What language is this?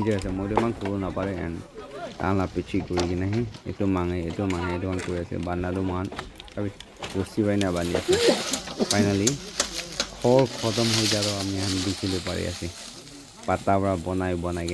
Naga Pidgin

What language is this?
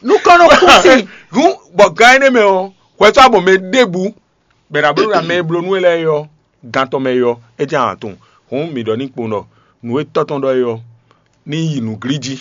Fon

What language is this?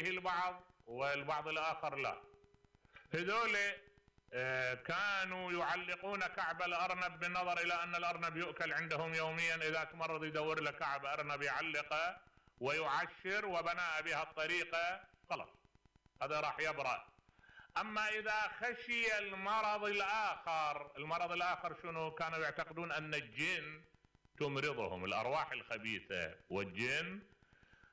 Mesopotamian Arabic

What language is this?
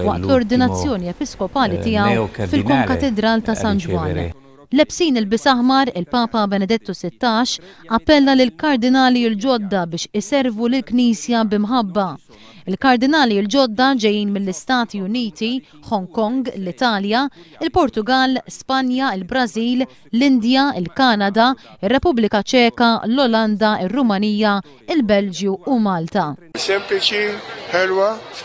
Maltese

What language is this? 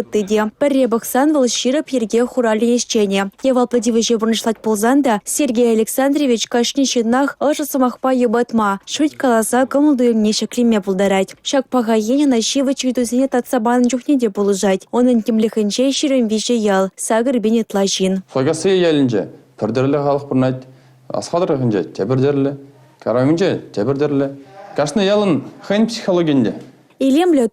Chuvash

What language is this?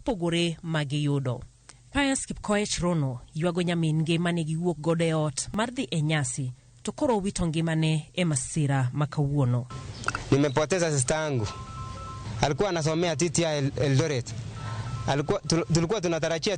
Luo (Kenya and Tanzania)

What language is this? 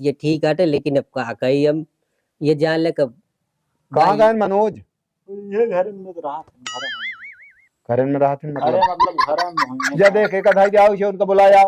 Awadhi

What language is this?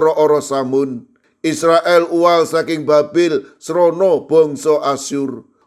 Javanese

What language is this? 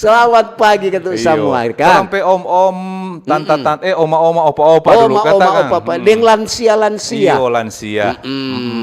Manado Malay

